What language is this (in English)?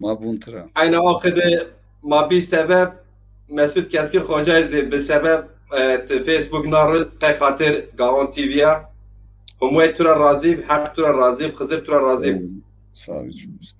Zaza